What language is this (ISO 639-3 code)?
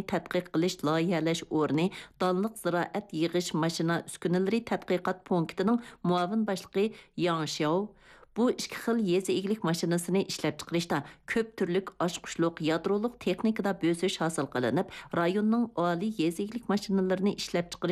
uig